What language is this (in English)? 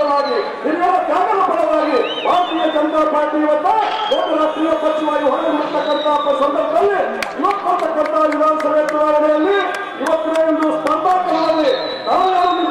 Kannada